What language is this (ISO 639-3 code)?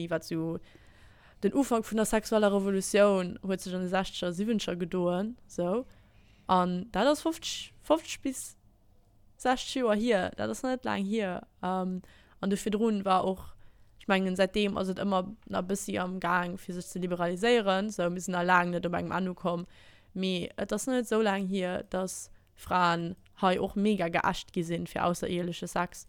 ltz